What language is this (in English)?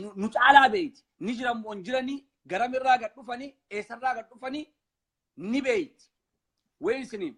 Oromo